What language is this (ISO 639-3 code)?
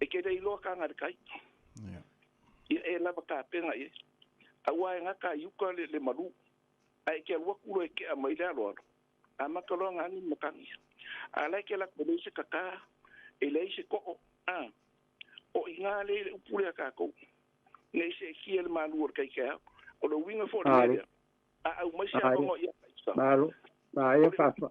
smo